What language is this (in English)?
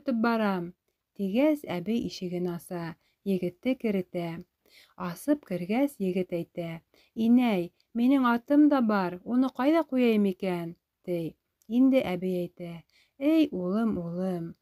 Bashkir